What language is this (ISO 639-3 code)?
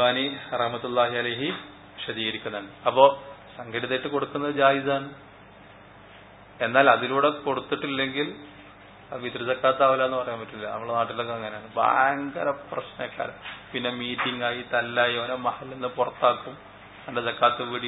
mal